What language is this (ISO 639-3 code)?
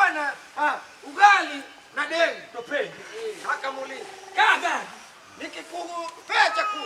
luo